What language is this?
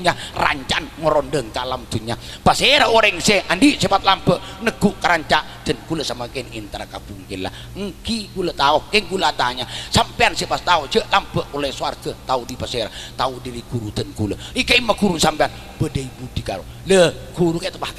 Madurese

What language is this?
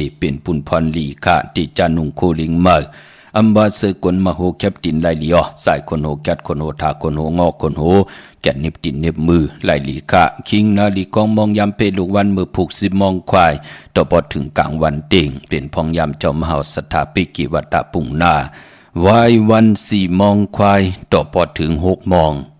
Shan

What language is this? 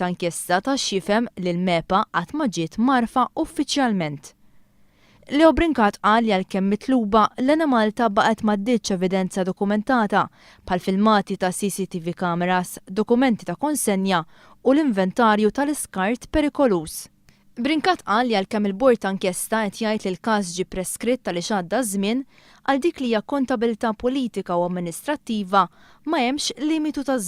Maltese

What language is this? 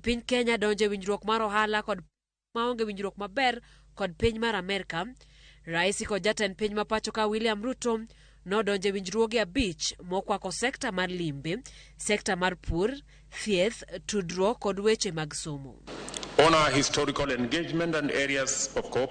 Luo (Kenya and Tanzania)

